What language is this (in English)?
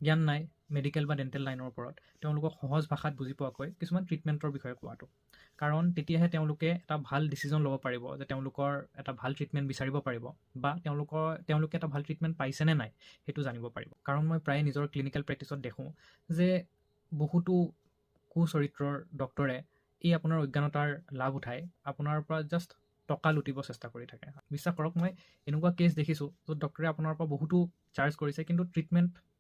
Assamese